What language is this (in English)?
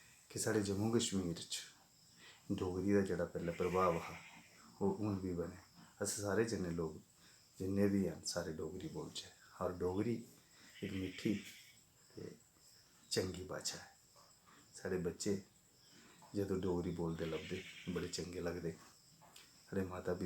Dogri